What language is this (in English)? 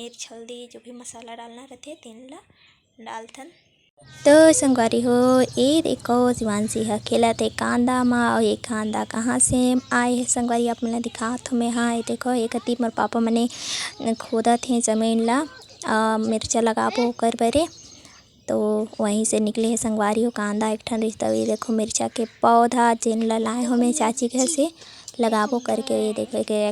Chhattisgarhi